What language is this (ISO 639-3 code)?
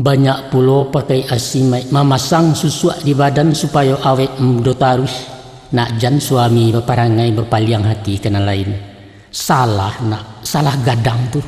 min